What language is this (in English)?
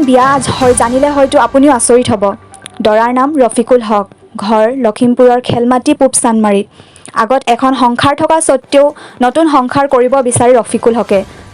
Assamese